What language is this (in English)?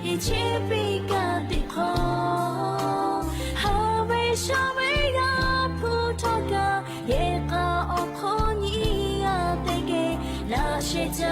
Lahu